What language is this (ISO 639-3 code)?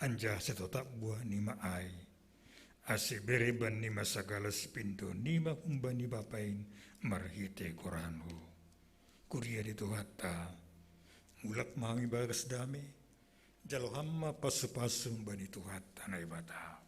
bts